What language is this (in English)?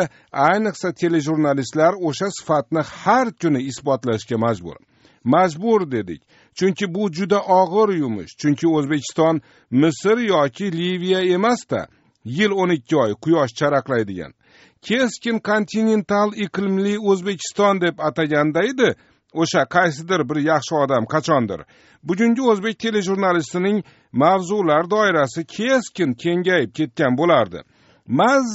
Uzbek